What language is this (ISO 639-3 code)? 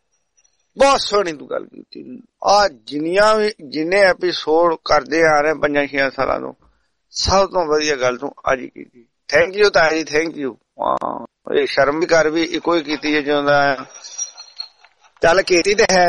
pan